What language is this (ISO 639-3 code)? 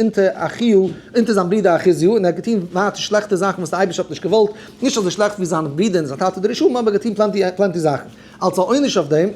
yid